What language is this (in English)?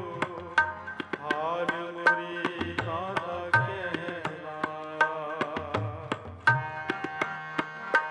Punjabi